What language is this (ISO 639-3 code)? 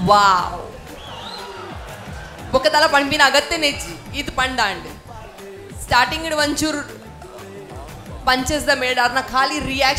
kan